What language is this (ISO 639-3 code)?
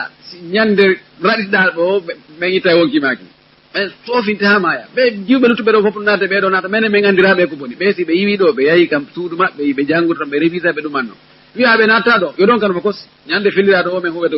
ful